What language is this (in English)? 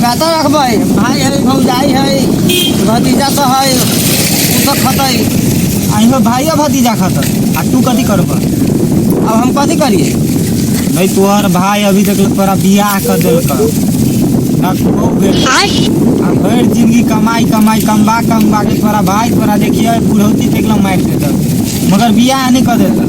Maithili